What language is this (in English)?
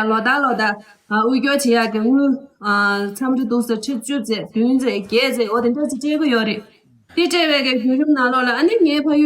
Khams Tibetan